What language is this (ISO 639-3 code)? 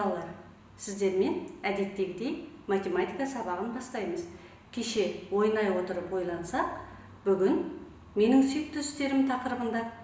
kaz